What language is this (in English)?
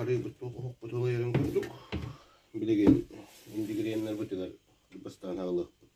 Yakut